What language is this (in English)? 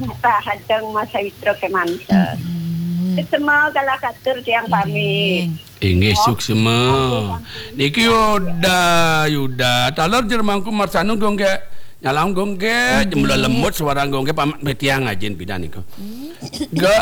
Balinese